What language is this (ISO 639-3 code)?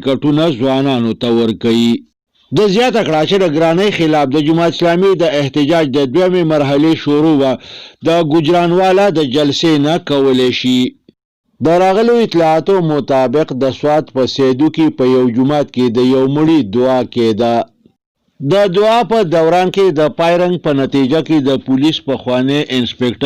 pus